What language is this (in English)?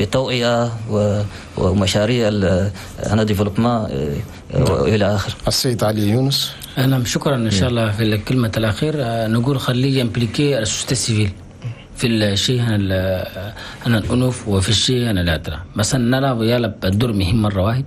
Chadian Arabic